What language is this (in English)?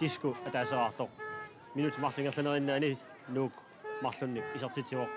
Kalaallisut